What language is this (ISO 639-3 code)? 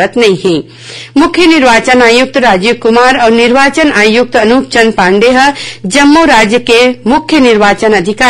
hne